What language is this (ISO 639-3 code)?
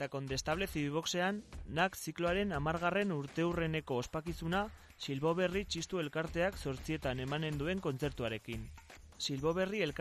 eus